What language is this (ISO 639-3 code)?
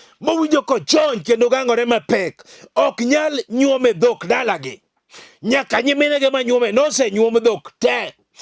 luo